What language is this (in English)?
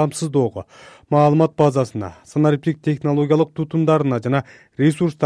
Kyrgyz